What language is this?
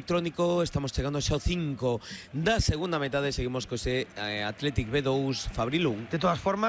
Galician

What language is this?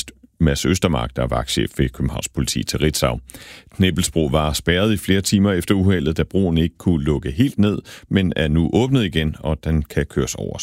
Danish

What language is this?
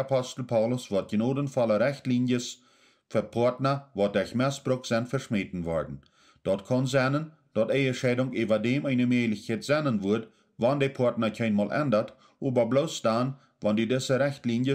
Plautdietsch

